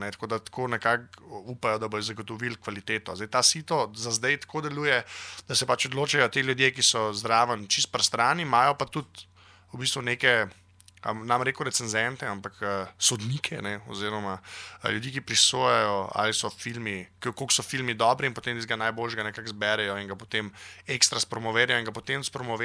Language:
Slovenian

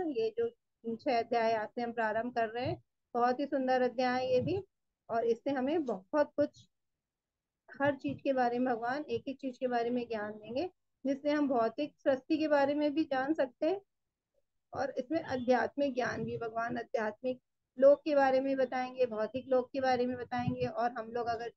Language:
Hindi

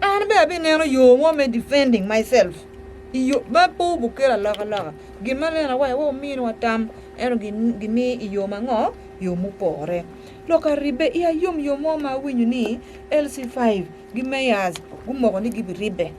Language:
Acoli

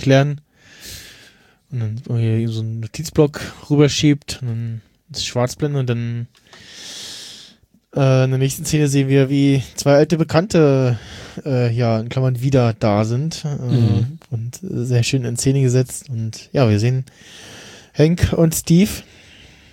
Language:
German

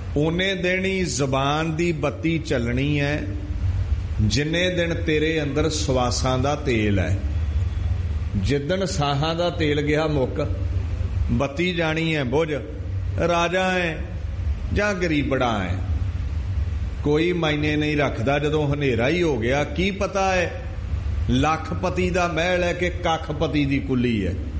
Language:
Punjabi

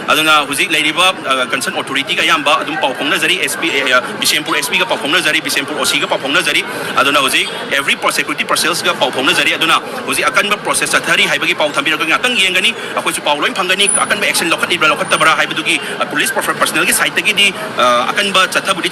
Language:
Manipuri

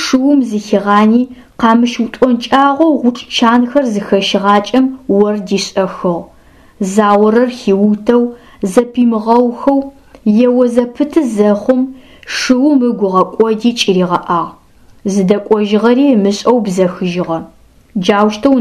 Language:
Adyghe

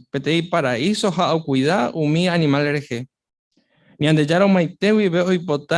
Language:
Guarani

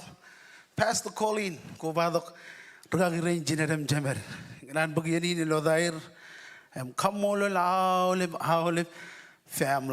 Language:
Marshallese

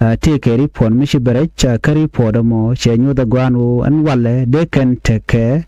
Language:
Nuer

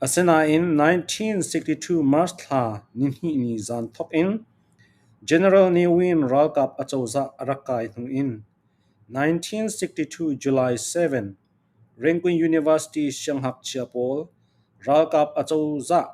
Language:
Falam Chin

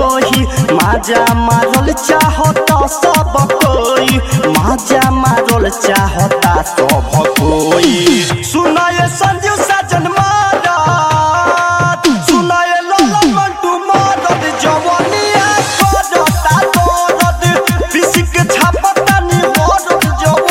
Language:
Bhojpuri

